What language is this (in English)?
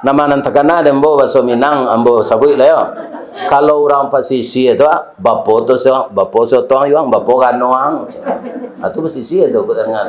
Minangkabau